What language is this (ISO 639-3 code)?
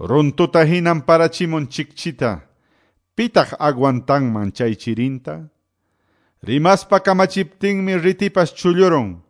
que